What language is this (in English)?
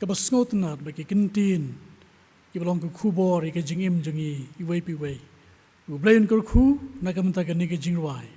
Khasi